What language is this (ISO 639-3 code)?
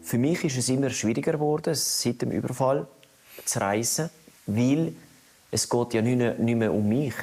gsw